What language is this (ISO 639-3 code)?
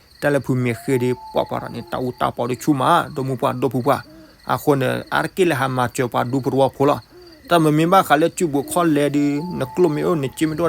ksw